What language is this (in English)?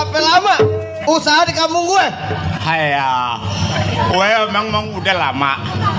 Betawi